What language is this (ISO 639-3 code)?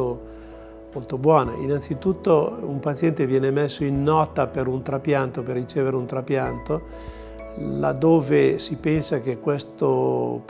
ita